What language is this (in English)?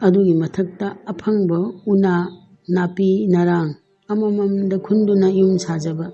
Manipuri